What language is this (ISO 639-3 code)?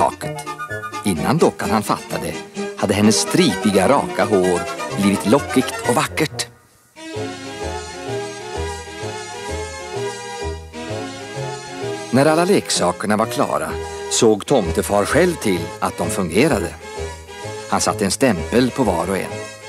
swe